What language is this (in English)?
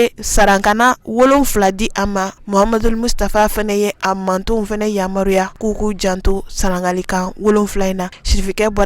Bambara